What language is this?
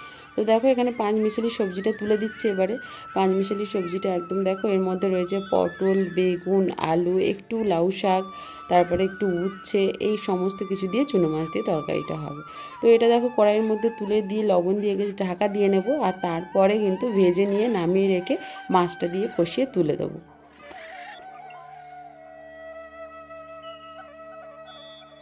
Bangla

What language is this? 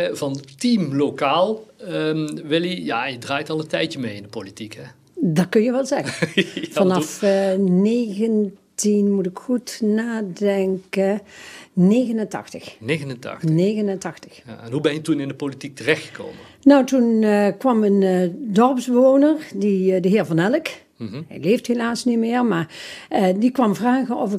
Dutch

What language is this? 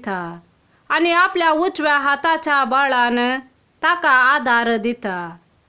Konkani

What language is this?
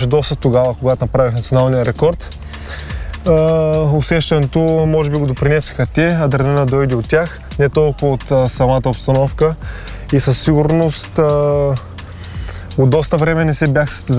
Bulgarian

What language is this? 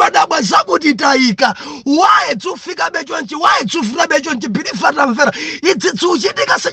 Nyanja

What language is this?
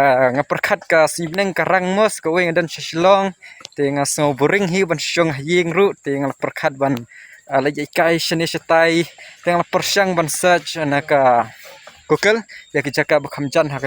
Khasi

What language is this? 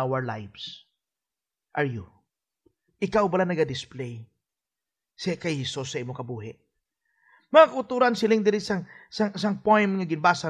Hiligaynon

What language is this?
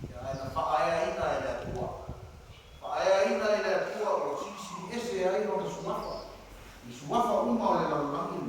Samoan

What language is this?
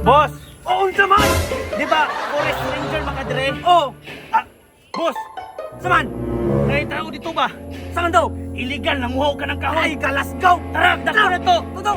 Cebuano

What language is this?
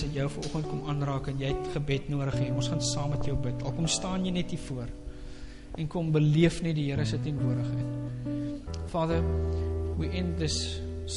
Afrikaans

